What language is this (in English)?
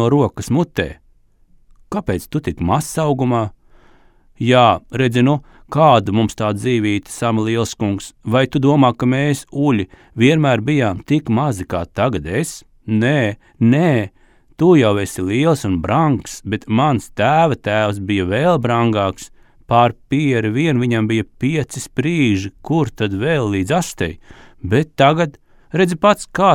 Latvian